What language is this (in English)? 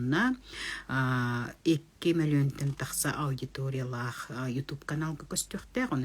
Yakut